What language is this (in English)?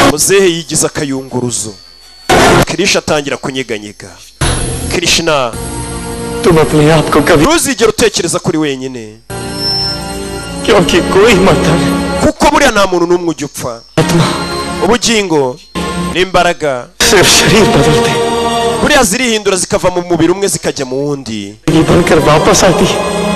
Kinyarwanda